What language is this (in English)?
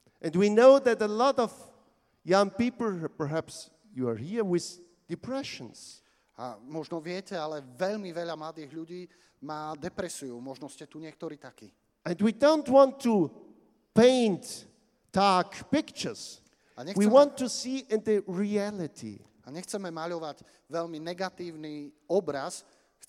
Slovak